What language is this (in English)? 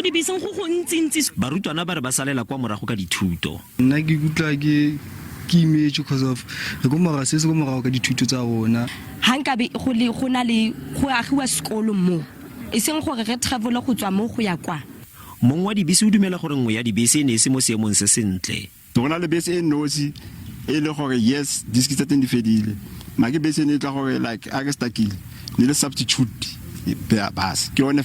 Tswana